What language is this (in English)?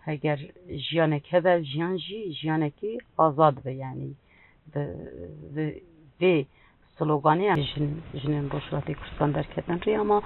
Kurdish